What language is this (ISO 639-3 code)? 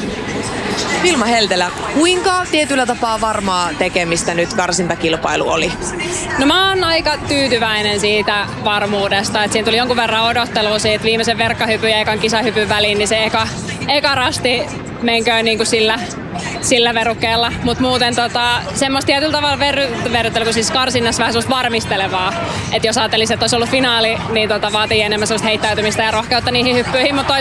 fin